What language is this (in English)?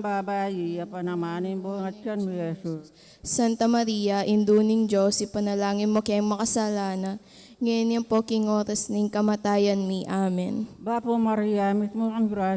Pampanga